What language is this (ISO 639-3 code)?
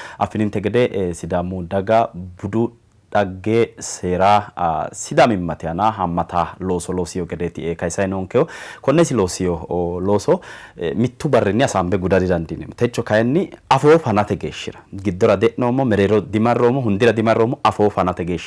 sid